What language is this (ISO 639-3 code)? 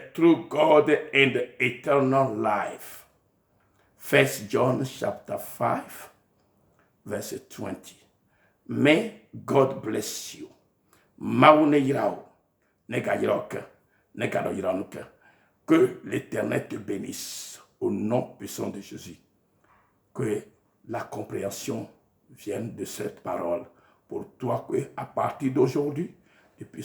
ewe